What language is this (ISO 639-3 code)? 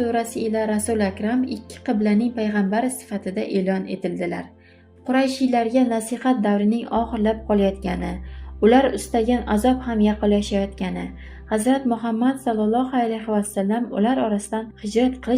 uzb